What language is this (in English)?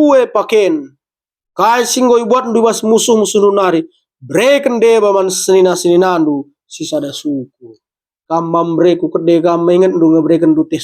Batak Karo